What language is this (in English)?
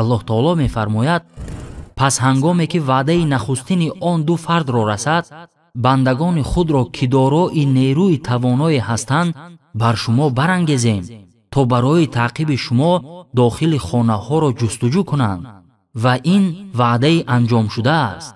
Tajik